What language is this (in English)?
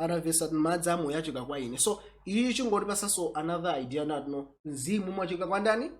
Nyanja